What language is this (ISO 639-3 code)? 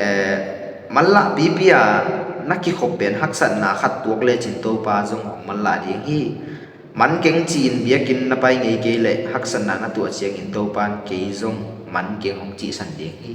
ctd